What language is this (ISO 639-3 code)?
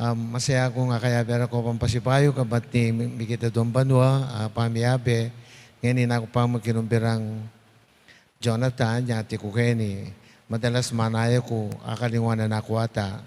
pam